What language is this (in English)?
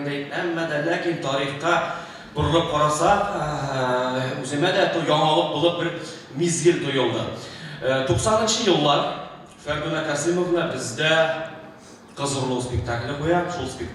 Bashkir